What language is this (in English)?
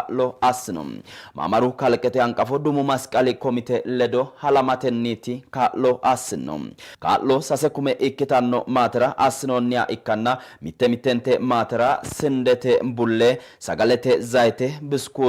Sidamo